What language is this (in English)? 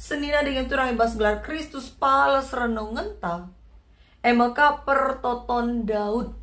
Batak Karo